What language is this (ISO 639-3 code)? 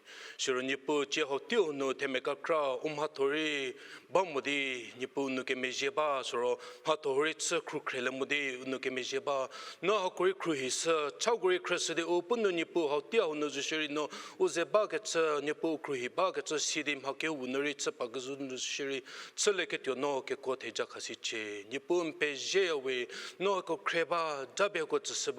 njm